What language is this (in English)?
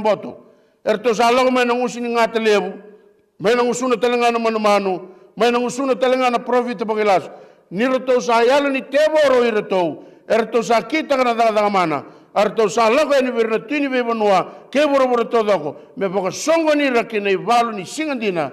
Fijian